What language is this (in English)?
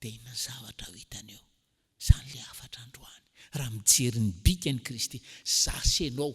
Malagasy